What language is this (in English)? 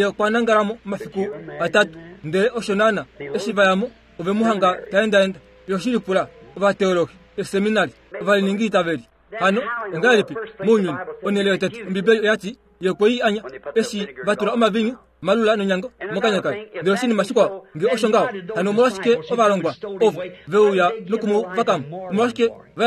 Kuanyama